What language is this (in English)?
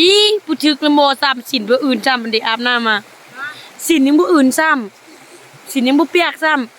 Lao